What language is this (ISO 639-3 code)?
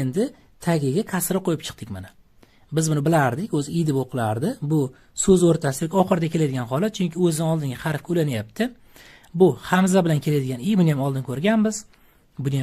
uzb